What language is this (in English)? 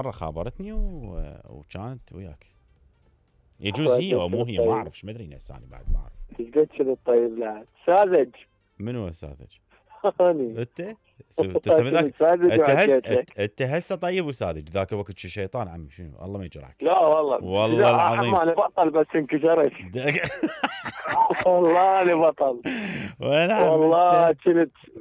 Mesopotamian Arabic